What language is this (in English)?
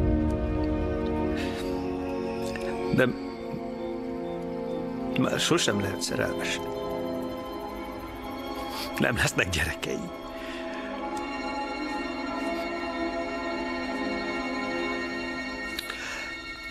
Hungarian